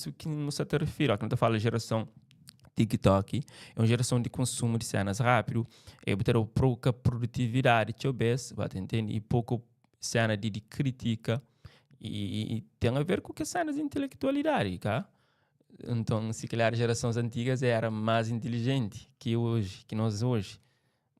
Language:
Kabuverdianu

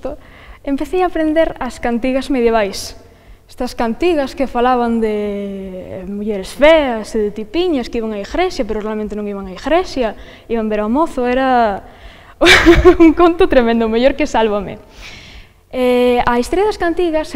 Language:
Galician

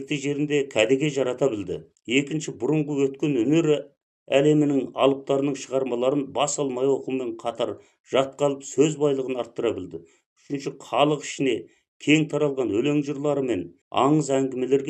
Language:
Kazakh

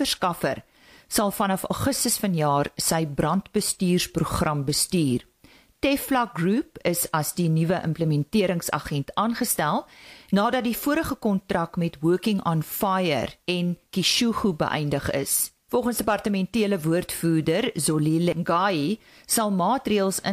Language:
Afrikaans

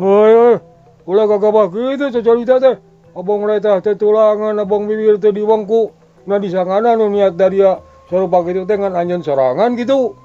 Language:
Sundanese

